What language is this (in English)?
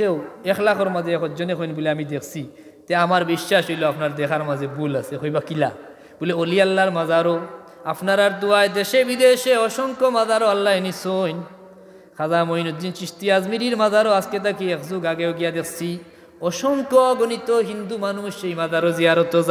Sylheti